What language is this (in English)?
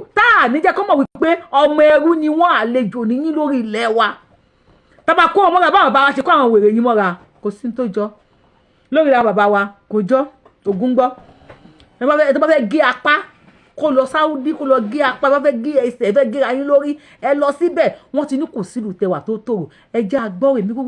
Yoruba